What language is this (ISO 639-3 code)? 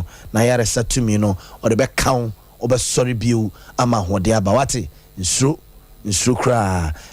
aka